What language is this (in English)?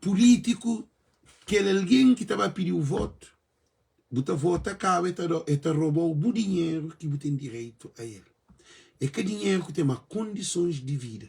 Kabuverdianu